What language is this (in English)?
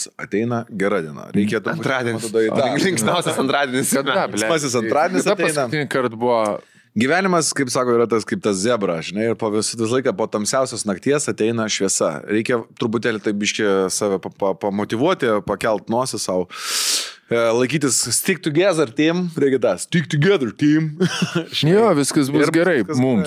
Lithuanian